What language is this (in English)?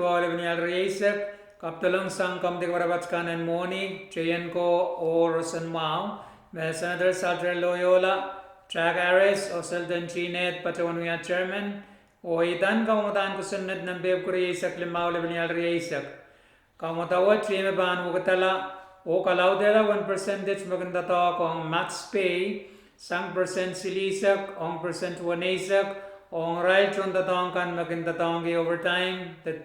Pohnpeian